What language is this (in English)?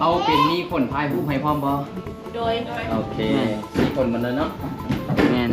Lao